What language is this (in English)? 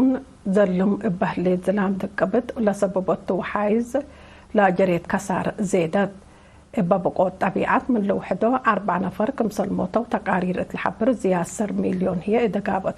Tigre